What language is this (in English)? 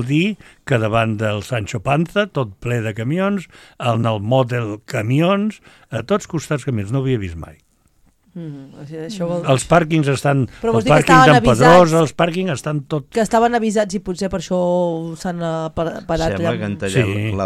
Catalan